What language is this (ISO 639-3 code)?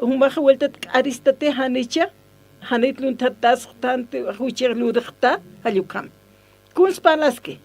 aym